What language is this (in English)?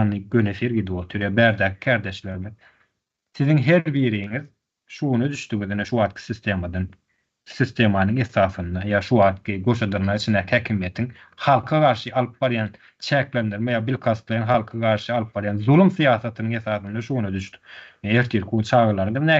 Turkmen